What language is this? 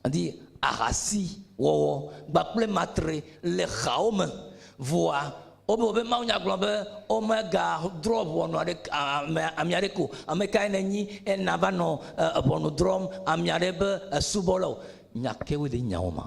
Ewe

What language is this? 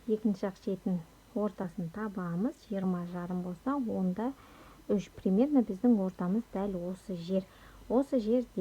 Kazakh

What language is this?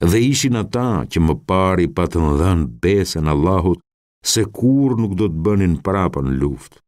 Albanian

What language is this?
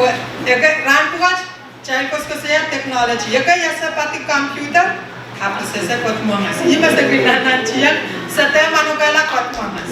Pohnpeian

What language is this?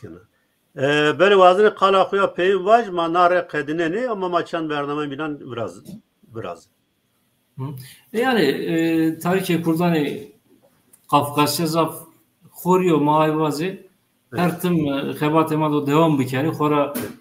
Zaza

